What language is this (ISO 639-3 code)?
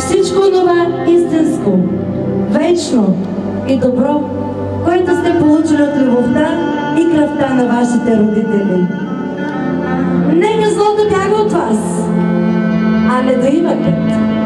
bul